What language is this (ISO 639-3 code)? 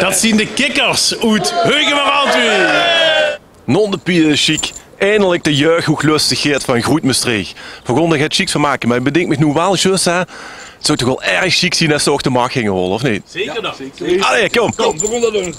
lim